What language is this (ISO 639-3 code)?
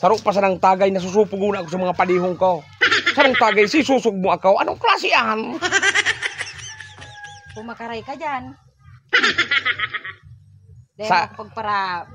bik